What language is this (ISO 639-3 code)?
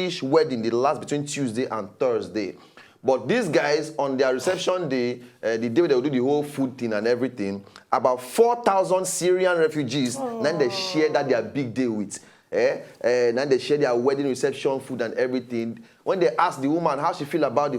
pcm